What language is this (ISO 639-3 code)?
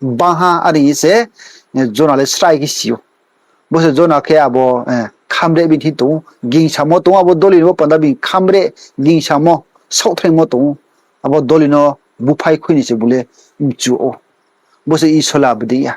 ria